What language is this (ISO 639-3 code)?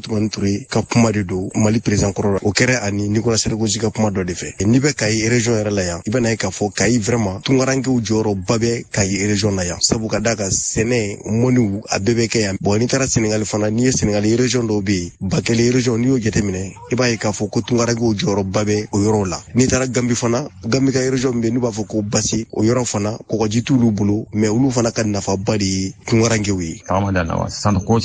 bam